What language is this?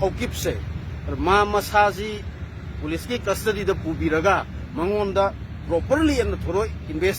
Manipuri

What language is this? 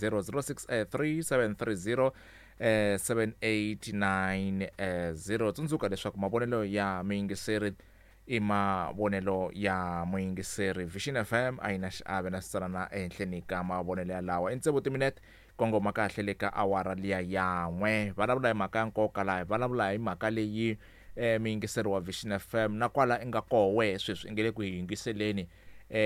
Tsonga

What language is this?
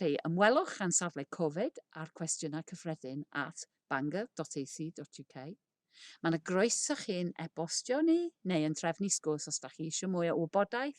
Welsh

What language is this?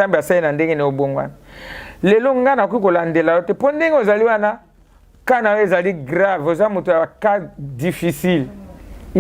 Lingala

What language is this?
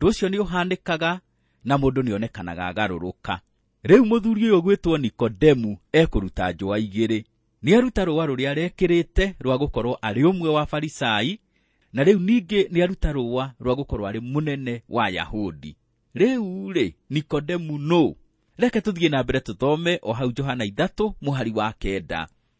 Kikuyu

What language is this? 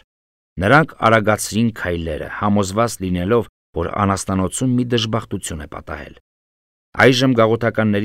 Armenian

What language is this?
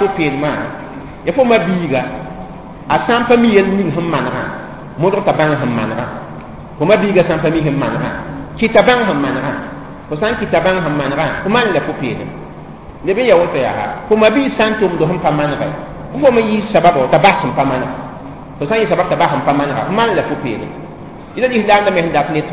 Mossi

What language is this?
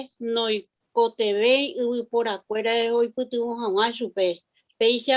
Guarani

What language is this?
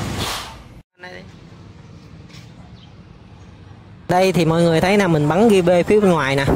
Vietnamese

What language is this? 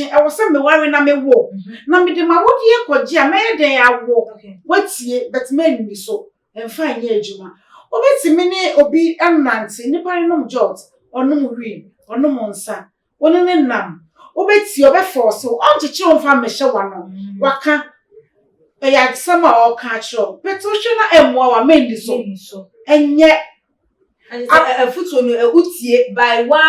Akan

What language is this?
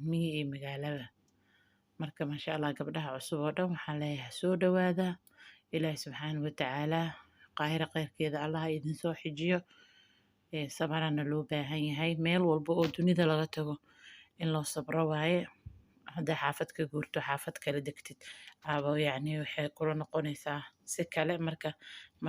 Somali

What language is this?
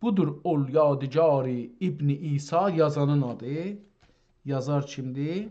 South Azerbaijani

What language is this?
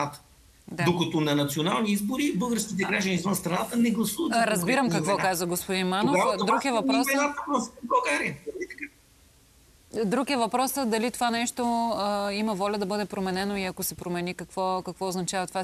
Bulgarian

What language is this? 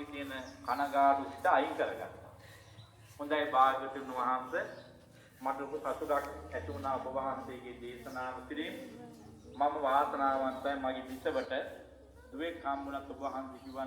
Sinhala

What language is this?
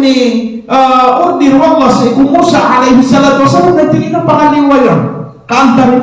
Maranao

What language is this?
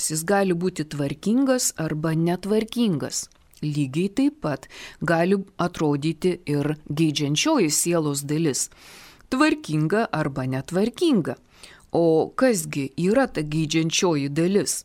Lithuanian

